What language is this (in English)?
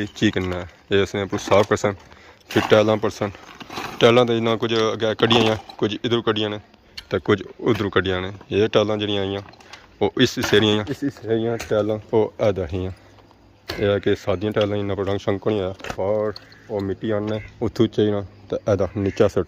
Pahari-Potwari